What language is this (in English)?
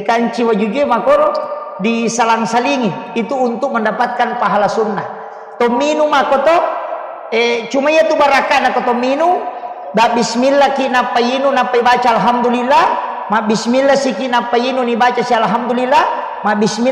Buginese